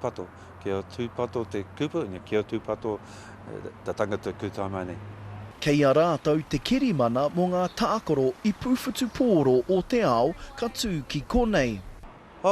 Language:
Māori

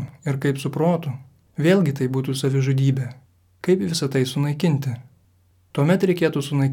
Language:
Lithuanian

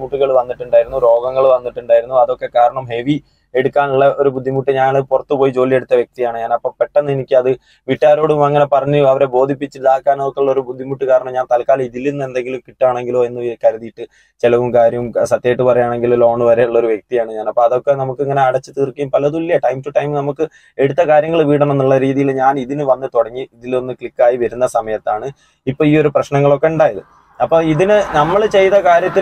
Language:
Malayalam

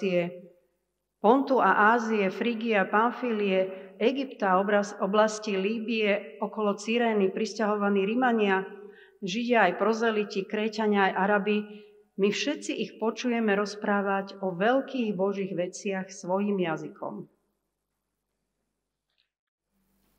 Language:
Slovak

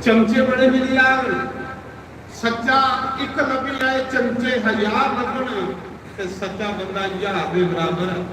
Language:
Dogri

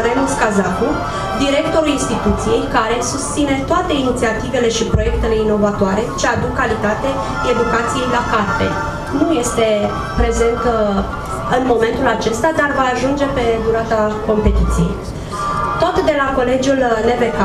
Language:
Romanian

